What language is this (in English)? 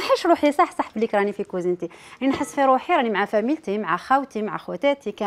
Algerian Arabic